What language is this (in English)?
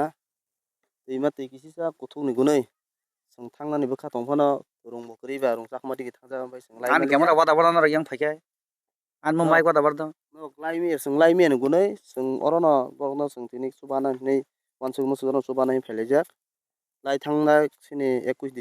Kok Borok